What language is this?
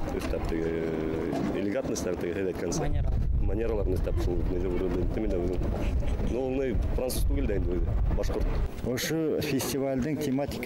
Bashkir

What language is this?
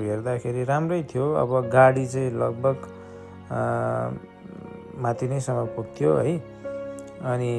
Nepali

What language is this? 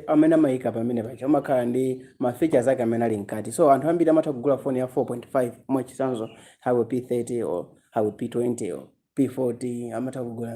Nyanja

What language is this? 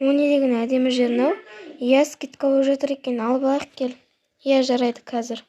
Kazakh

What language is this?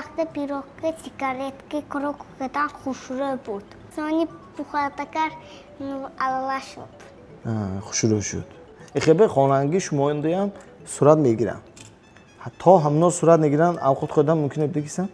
Tajik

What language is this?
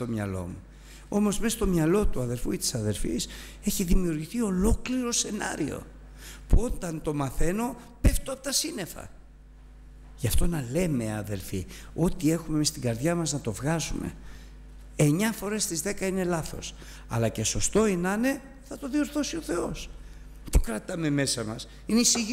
Greek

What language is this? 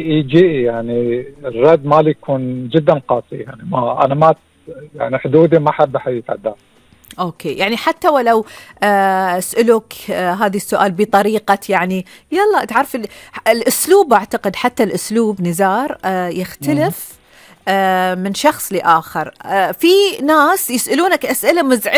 Gulf Arabic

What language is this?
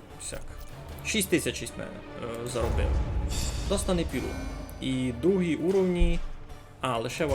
Rusyn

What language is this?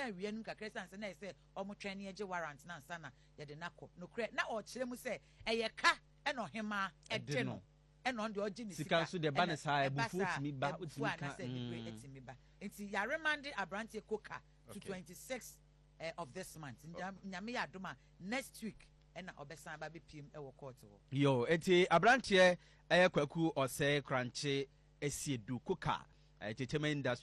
Akan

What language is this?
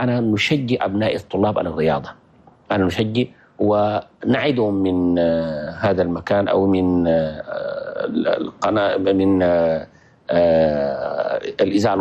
Chadian Arabic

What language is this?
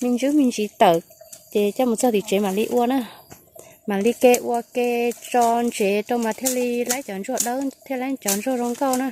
Hmong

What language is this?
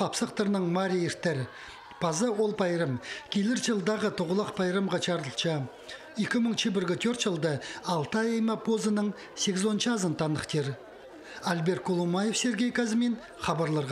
Khakas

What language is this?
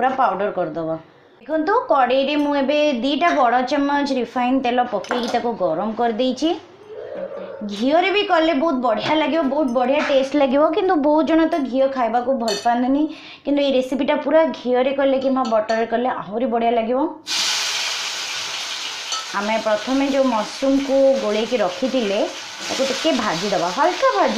Odia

